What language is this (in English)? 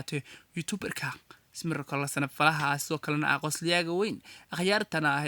Somali